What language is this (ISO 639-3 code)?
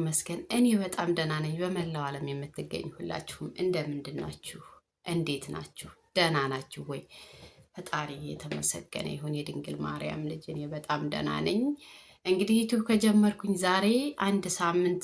amh